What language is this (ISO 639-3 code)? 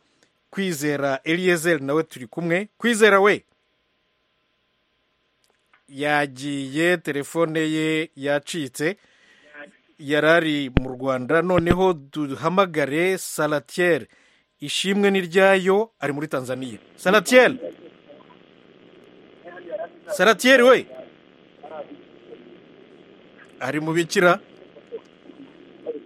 kin